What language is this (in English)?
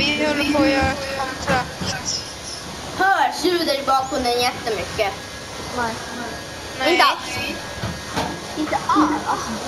Swedish